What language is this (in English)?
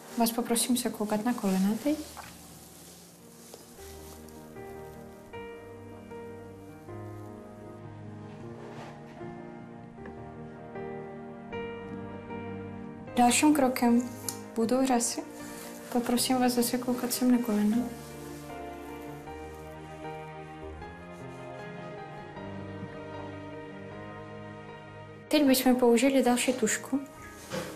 Czech